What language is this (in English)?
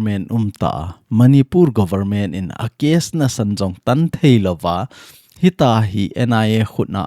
Thado Chin